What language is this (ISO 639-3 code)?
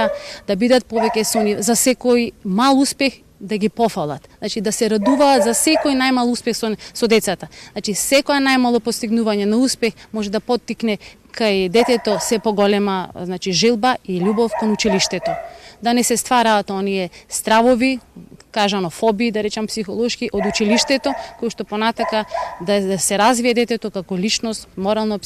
mkd